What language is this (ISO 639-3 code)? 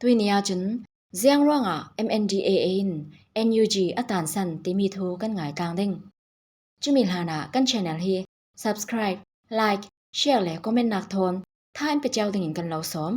cfm